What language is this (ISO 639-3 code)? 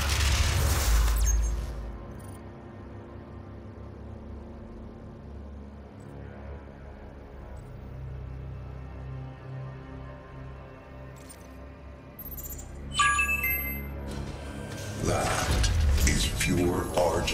eng